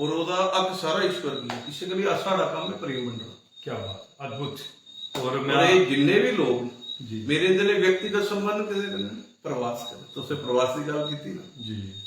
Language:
Dogri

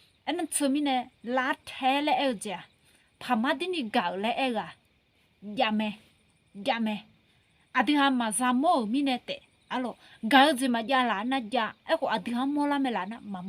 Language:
Akha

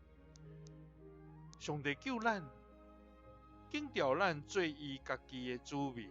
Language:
Min Nan Chinese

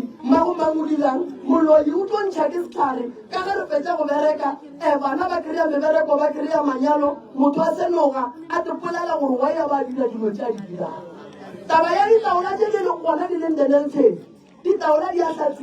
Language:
Northern Sotho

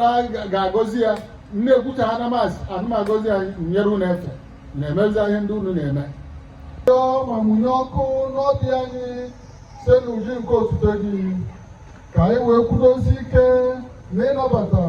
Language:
Igbo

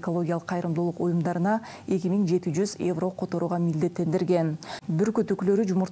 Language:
Kyrgyz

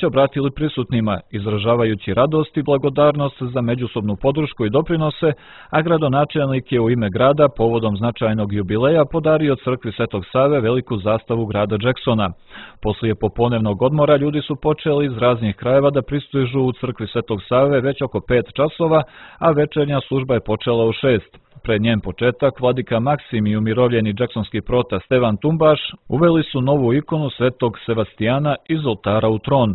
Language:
Serbian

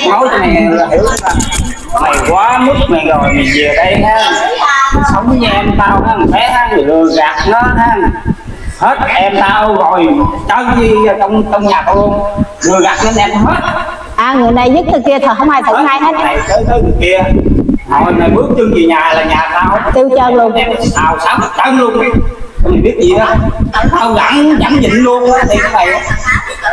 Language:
Vietnamese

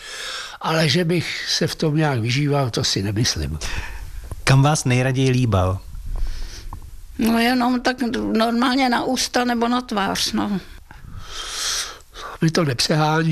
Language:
Czech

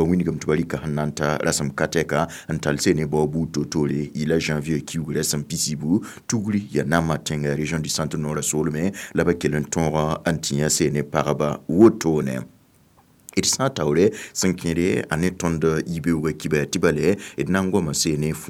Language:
Mossi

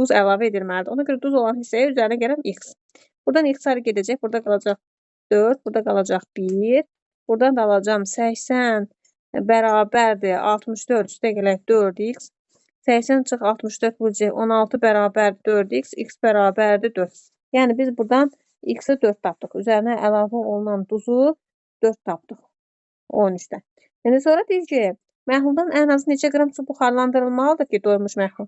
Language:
Azerbaijani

